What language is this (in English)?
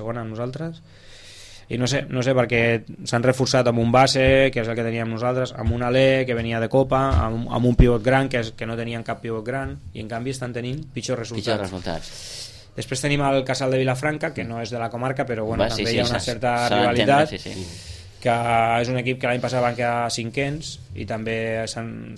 Catalan